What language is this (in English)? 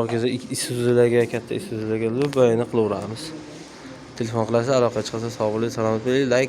Uzbek